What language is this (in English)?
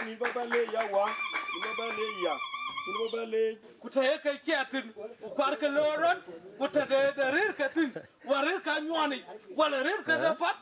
Dinka